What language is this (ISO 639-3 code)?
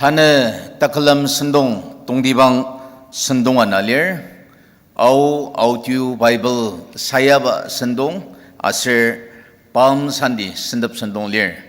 njo